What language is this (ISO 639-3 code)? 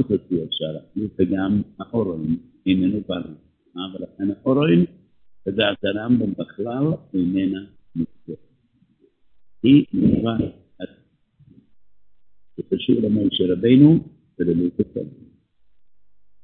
heb